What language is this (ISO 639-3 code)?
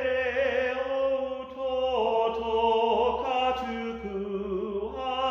mri